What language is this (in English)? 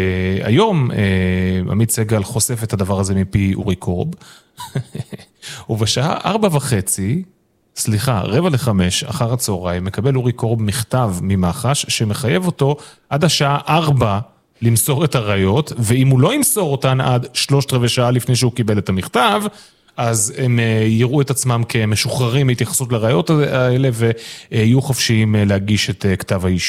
Hebrew